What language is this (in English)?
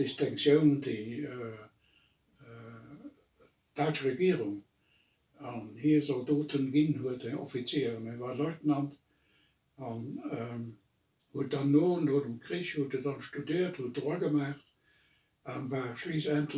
Luxembourgish